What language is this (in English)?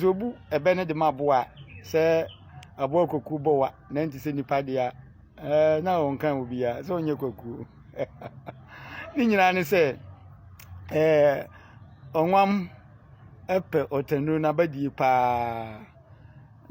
Akan